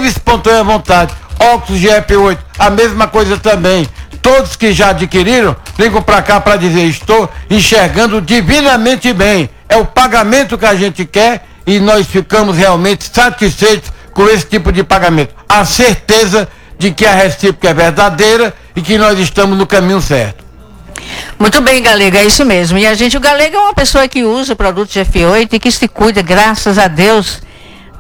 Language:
Portuguese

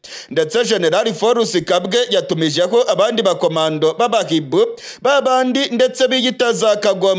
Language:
Kinyarwanda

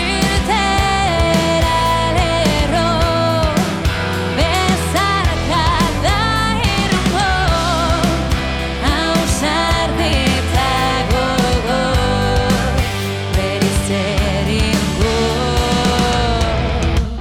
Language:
Basque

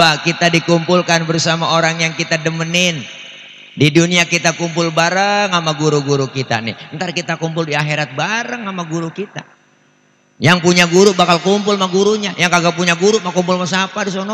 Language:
Betawi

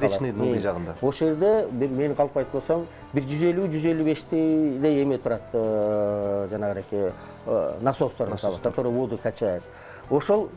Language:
Kyrgyz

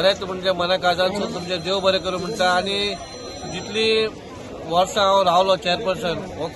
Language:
Konkani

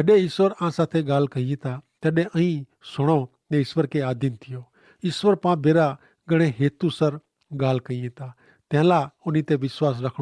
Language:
Kachhi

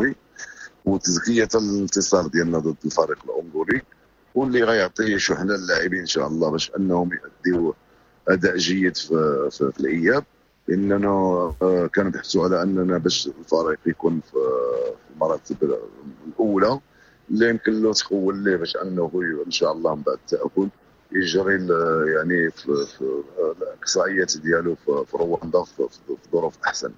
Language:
Moroccan Arabic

